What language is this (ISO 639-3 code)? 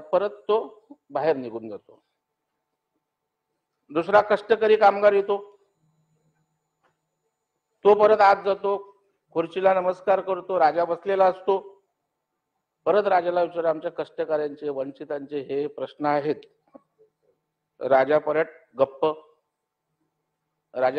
mar